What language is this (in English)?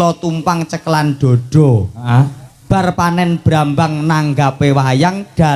Javanese